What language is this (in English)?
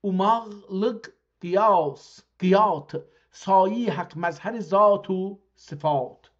South Azerbaijani